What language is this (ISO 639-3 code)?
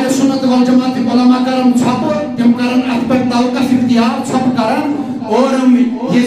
kas